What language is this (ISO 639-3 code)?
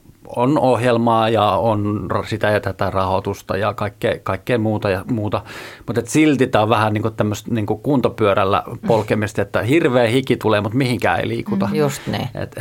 fin